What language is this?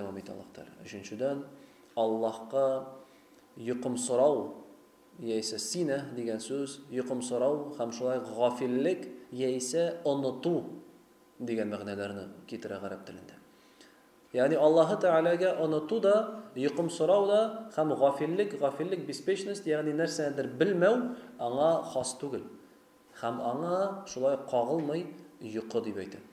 Tatar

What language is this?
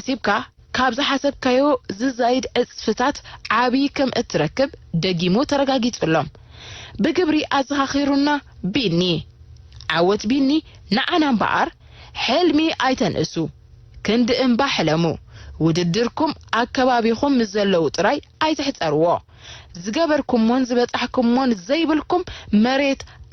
Tigrinya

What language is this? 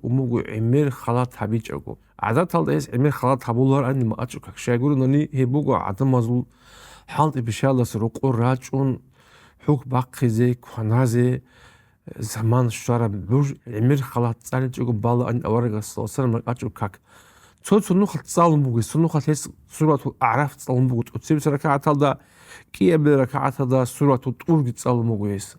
Avaric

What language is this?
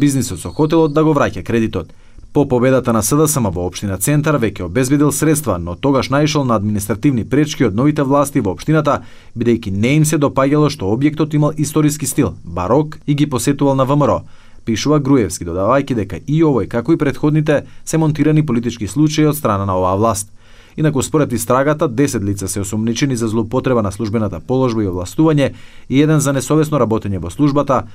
Macedonian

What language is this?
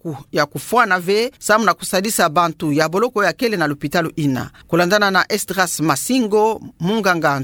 Kituba (Democratic Republic of Congo)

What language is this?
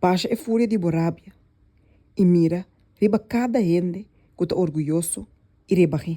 Papiamento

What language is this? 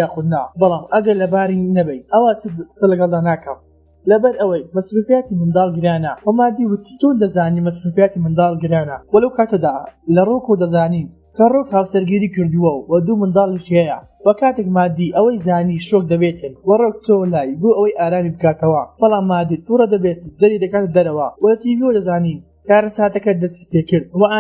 Central Kurdish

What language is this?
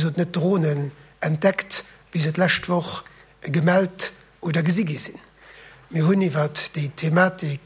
Luxembourgish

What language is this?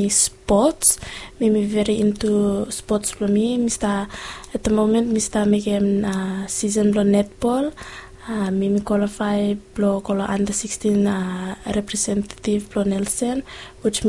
Bislama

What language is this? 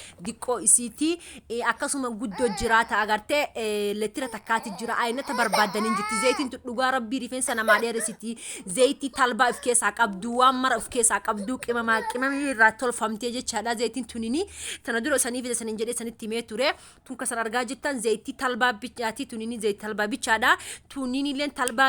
Oromo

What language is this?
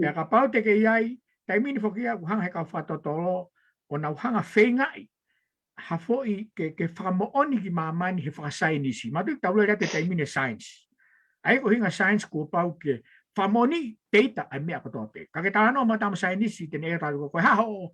Tongan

